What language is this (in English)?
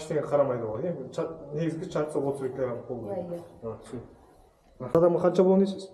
Kazakh